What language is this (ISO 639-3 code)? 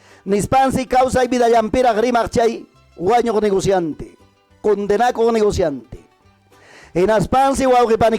quy